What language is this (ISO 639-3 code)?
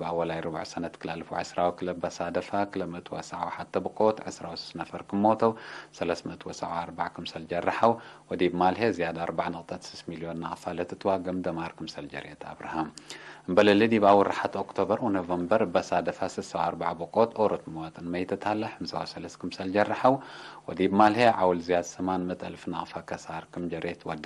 tig